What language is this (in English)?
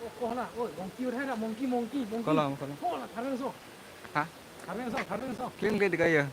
Karbi